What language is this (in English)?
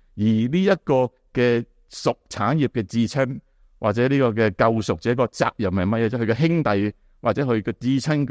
Cantonese